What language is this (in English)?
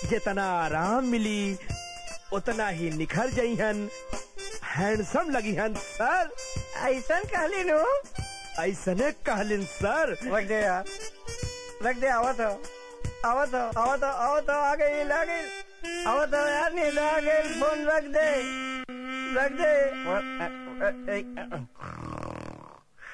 Bhojpuri